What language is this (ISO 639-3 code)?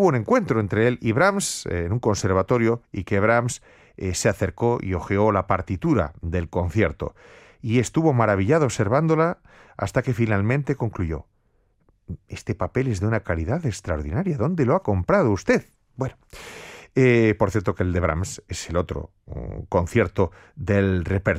spa